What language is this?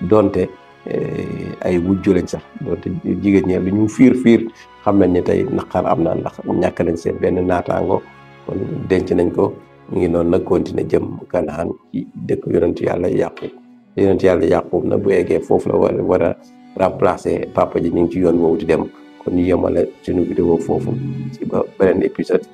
Wolof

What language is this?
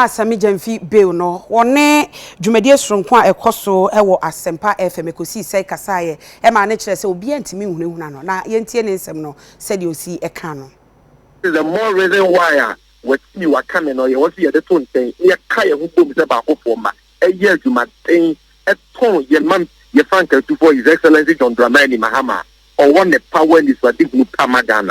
Akan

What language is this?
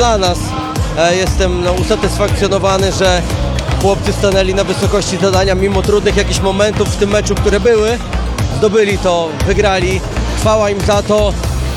Polish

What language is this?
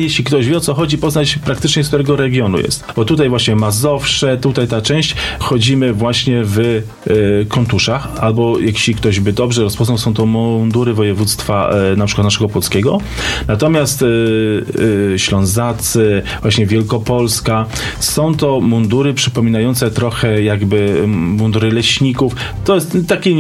Polish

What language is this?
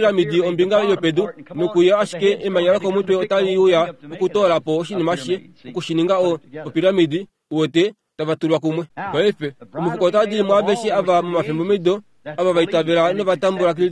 Kuanyama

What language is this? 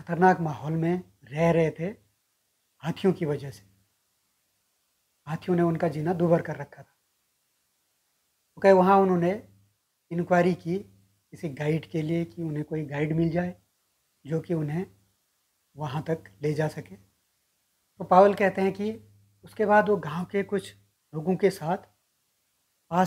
Hindi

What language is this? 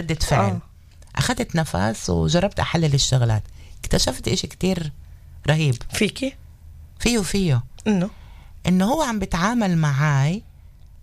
North Levantine Arabic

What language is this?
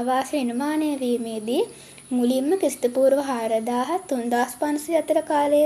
Sinhala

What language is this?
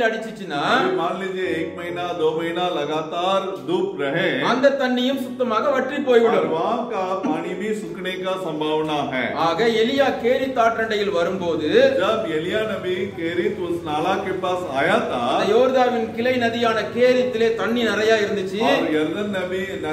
Tamil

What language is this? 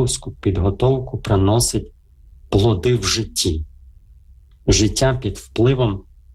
Ukrainian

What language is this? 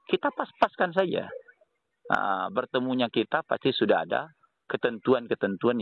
Indonesian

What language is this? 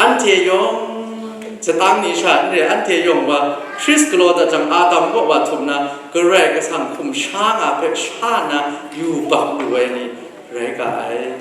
Kachin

